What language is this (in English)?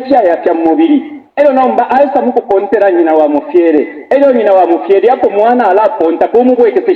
Bemba